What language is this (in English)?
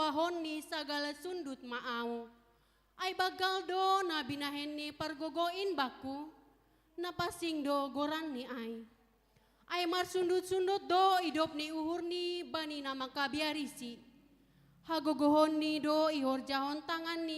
Batak Simalungun